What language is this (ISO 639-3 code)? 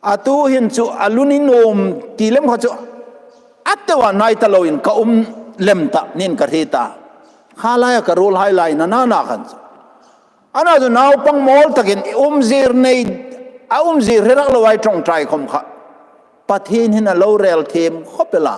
hmr